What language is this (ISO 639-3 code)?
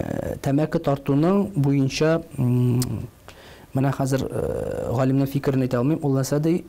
tat